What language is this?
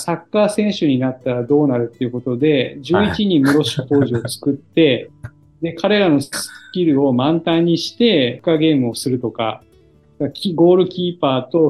Japanese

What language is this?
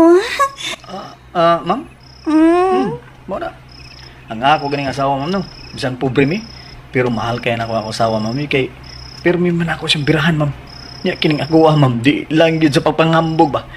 Cebuano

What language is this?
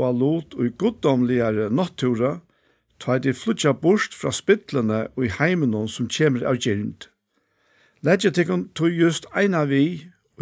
Faroese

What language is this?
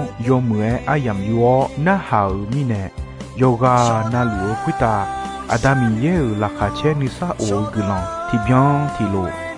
Akha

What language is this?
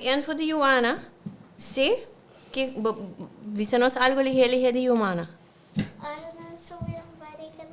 Papiamento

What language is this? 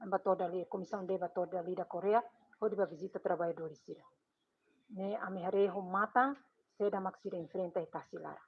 Tetum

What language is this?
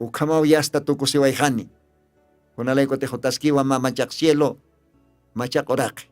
Aymara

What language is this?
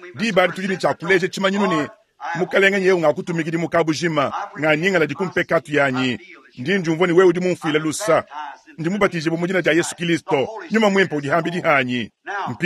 Luba-Lulua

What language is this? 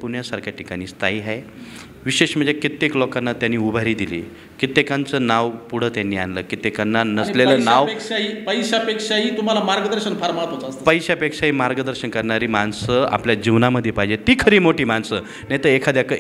Marathi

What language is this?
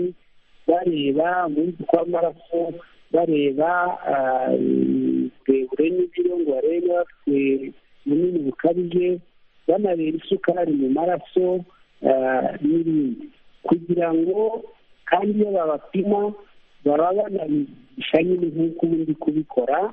Kinyarwanda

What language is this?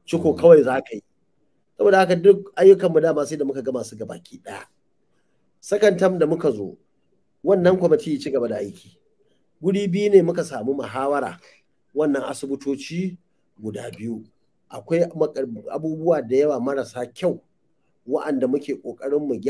Hausa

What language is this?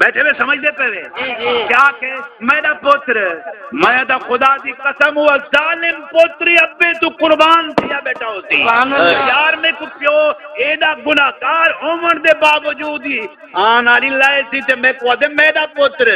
Saraiki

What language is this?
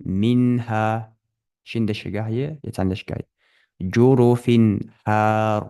Ingush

